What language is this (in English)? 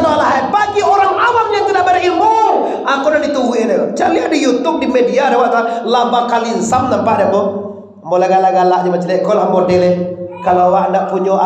Minangkabau